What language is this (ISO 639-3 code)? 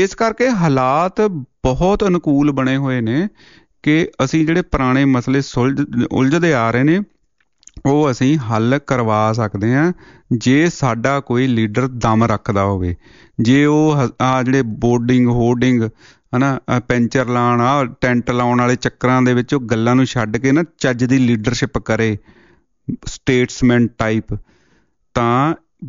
pan